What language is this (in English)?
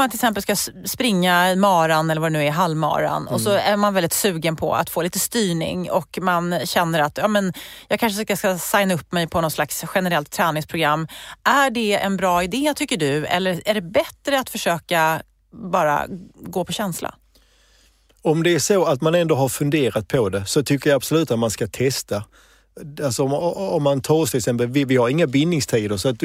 Swedish